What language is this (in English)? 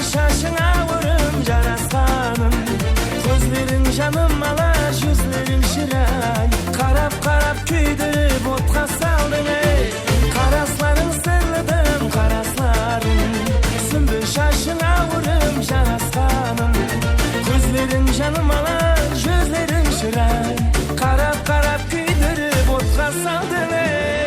Kara-Kalpak